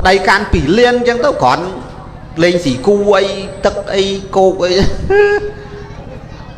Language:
Khmer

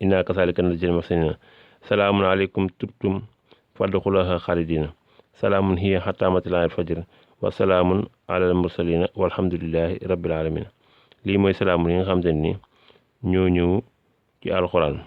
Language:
Wolof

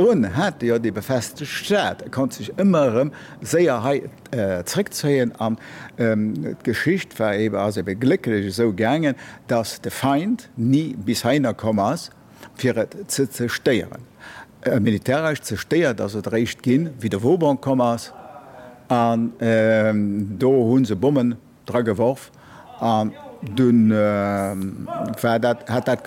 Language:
Luxembourgish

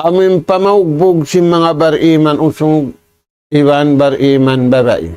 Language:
Tausug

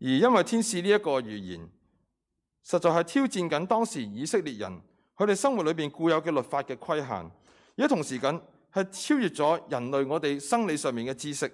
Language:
Cantonese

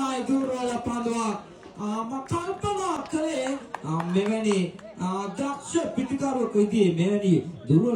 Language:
Sinhala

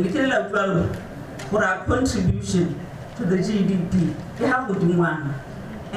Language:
Tswana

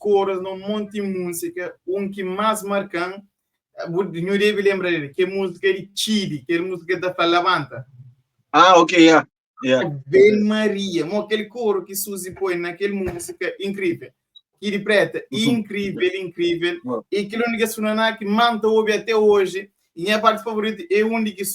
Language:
Kabuverdianu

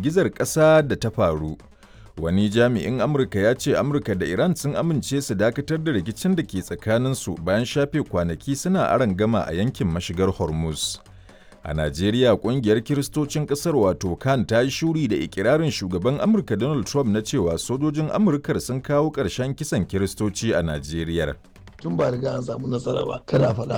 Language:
Hausa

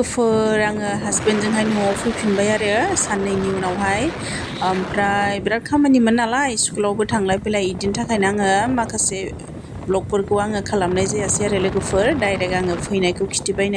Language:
Bodo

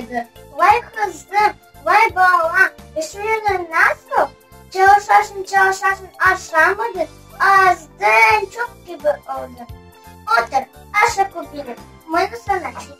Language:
Crimean Tatar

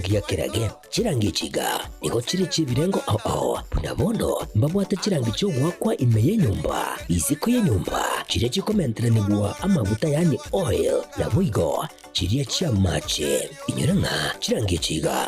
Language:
Gusii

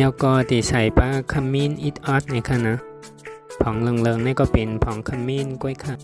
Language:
Shan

